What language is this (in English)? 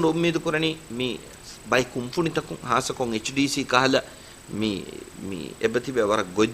Divehi